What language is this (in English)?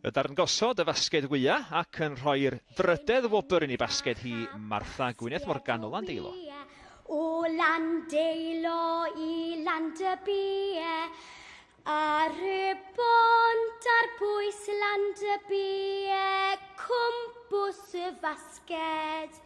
Welsh